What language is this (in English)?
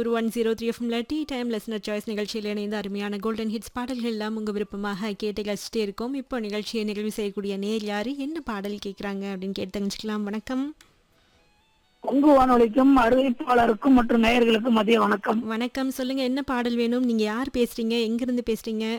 Tamil